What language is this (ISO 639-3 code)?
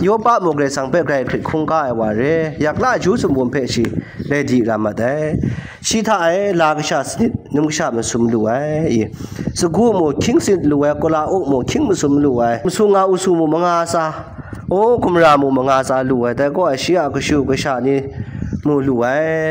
kac